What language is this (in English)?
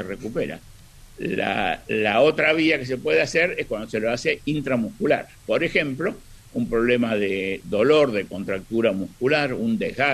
Spanish